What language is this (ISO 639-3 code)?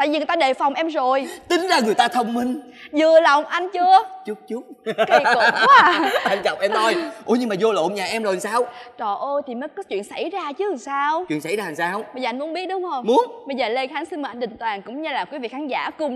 vie